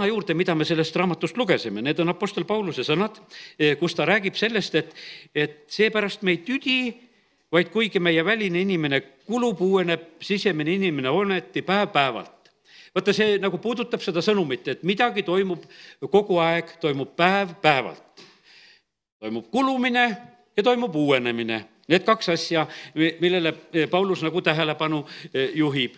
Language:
Estonian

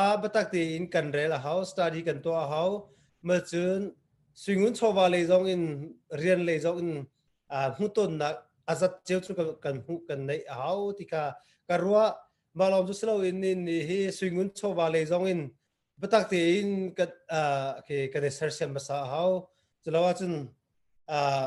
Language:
Hakha Chin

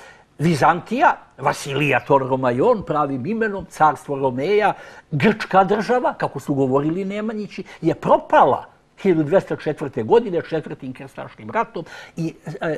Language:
Serbian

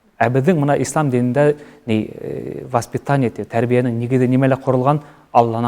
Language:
Bashkir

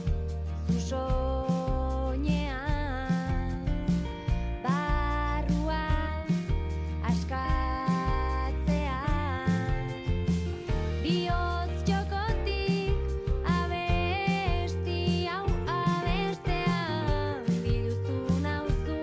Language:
Basque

